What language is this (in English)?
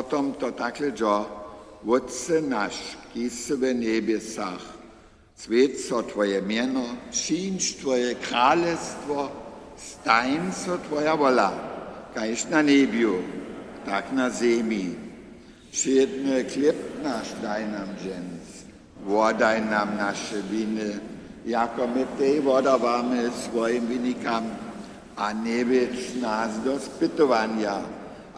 Upper Sorbian